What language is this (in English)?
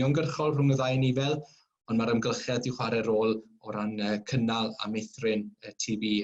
Welsh